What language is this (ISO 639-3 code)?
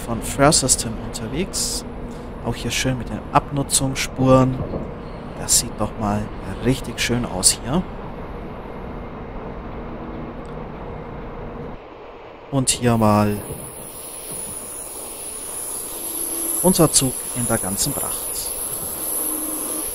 deu